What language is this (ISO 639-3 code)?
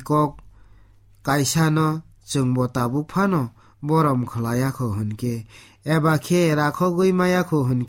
trp